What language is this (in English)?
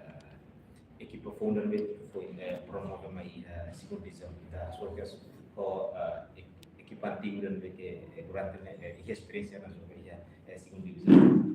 Tetum